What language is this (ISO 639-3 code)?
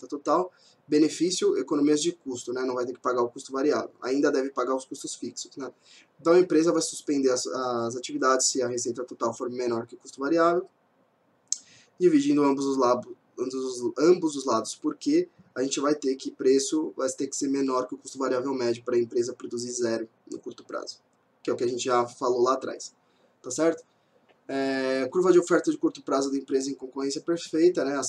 por